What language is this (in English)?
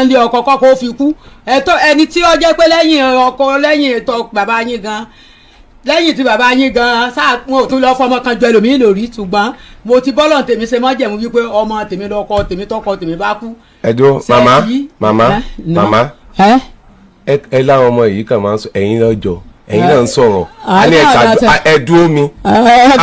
Yoruba